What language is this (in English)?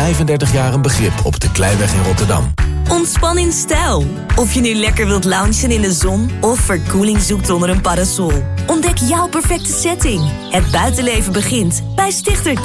Dutch